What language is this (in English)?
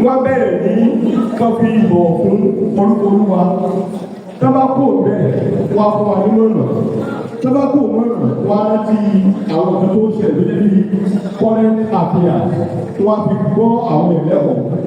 Yoruba